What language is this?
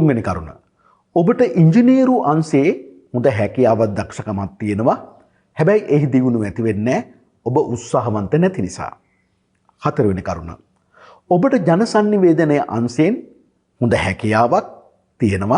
Sinhala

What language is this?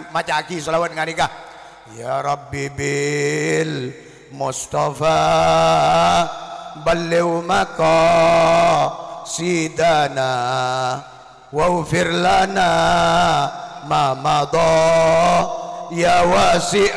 Madurese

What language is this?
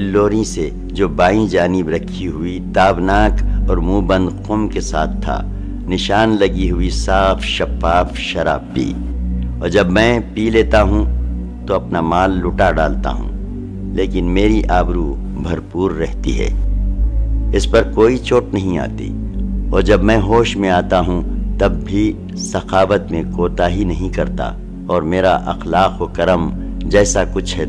Urdu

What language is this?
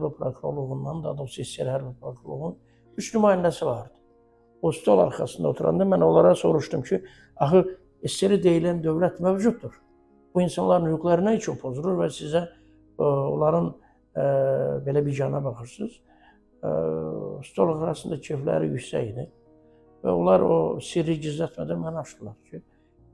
Azerbaijani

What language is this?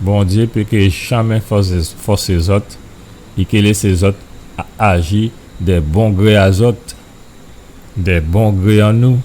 Guadeloupean Creole French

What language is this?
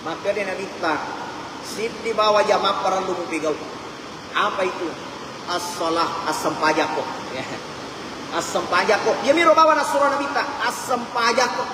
Buginese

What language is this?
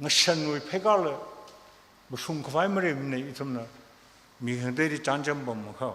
Tangkhul Naga (India)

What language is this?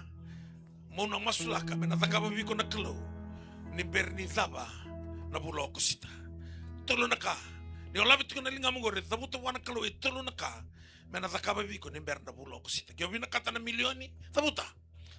Fijian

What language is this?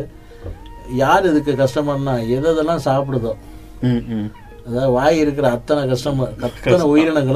Tamil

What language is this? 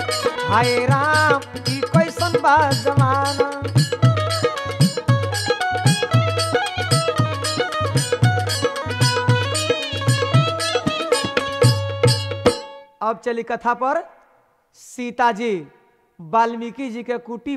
Bhojpuri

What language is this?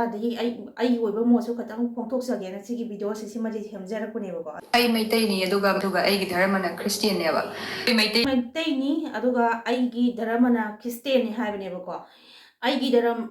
Manipuri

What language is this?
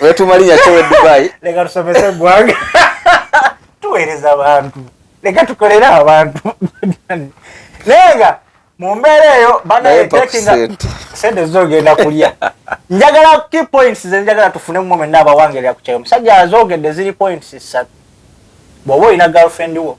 Ganda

